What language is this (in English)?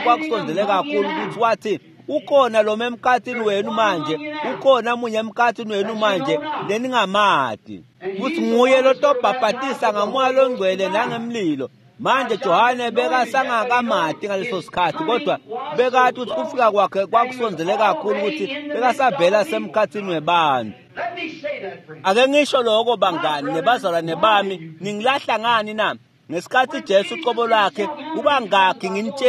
Swati